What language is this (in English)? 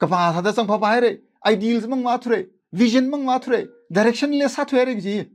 Tangkhul Naga (India)